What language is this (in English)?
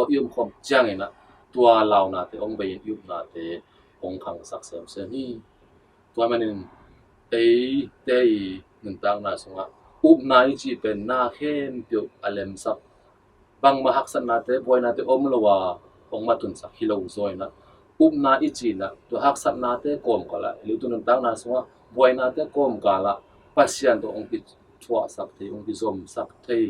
Tedim Chin